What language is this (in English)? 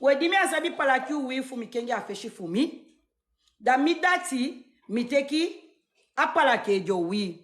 Sranan Tongo